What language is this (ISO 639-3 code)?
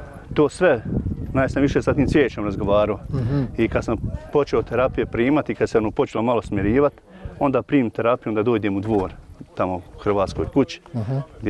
bos